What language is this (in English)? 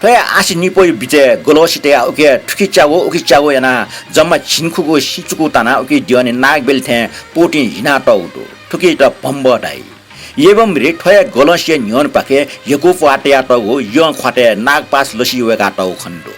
Newari